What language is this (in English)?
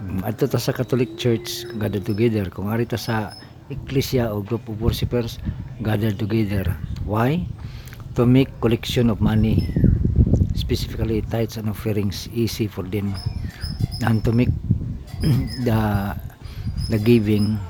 Cebuano